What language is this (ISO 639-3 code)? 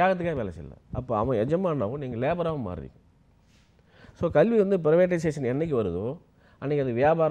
tam